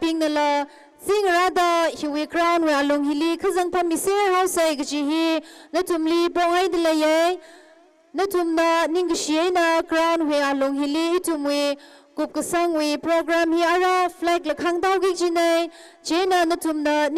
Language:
Tangkhul Naga (India)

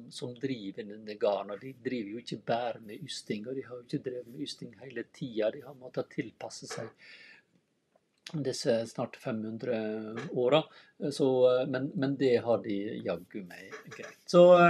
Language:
Norwegian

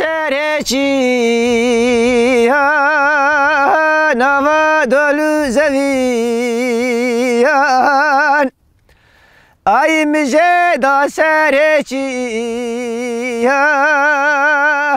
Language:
Kurdish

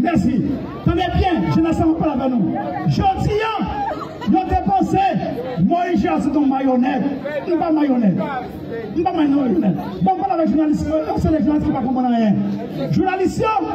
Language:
Haitian Creole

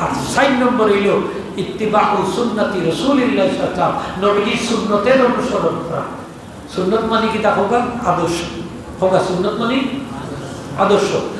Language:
Sylheti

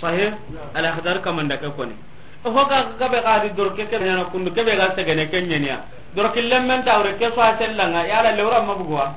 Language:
Soninke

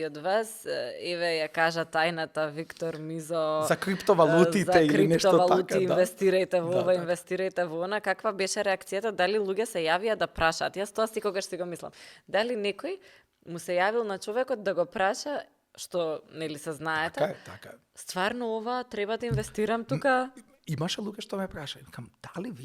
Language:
Macedonian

